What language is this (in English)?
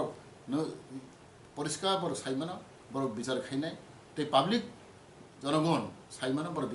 Kok Borok